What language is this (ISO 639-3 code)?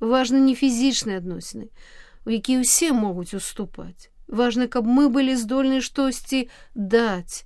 bel